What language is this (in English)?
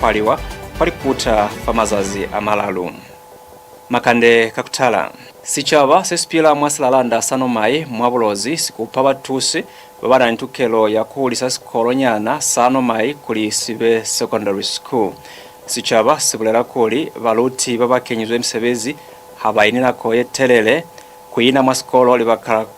Lozi